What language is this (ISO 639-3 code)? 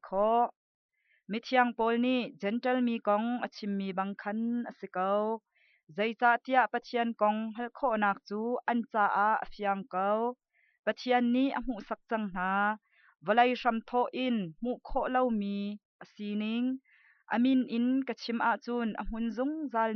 cnh